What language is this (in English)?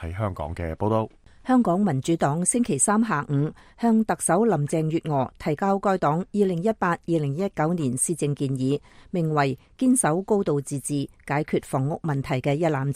Cantonese